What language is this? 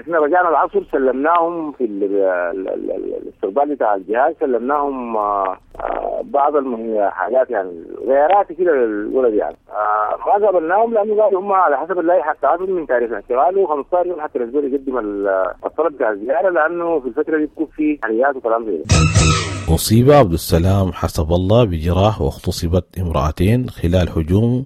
Sudanese Arabic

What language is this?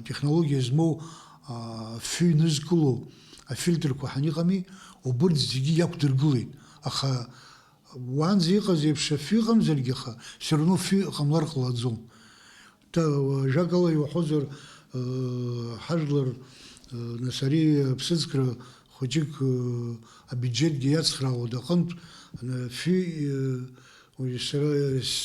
Abkhazian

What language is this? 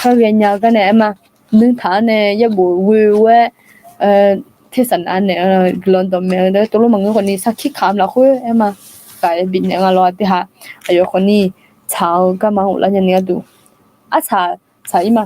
Akha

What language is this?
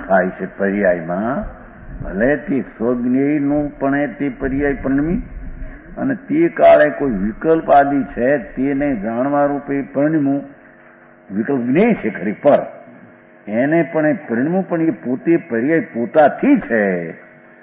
Gujarati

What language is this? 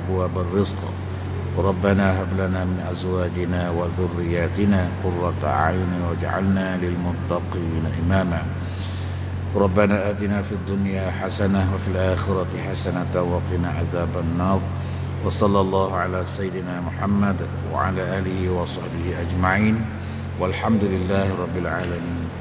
Malay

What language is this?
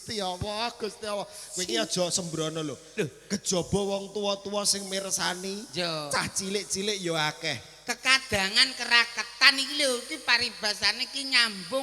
Javanese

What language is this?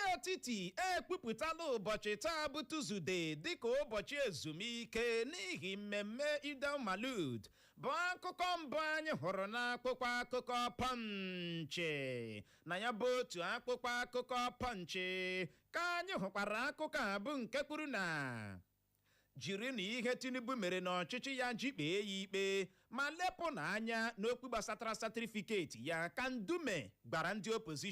Igbo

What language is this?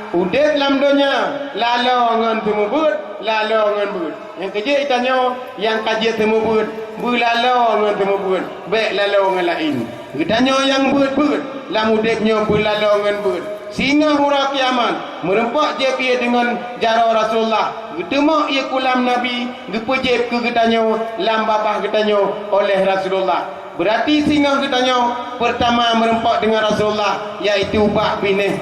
Achinese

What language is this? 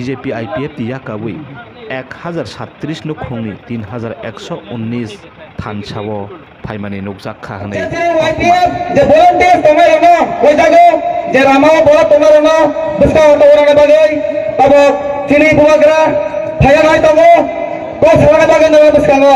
Kok Borok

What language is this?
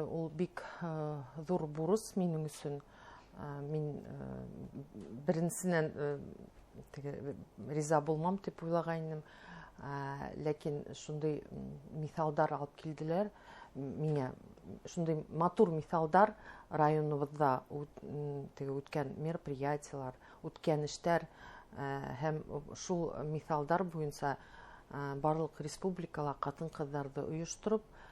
Bashkir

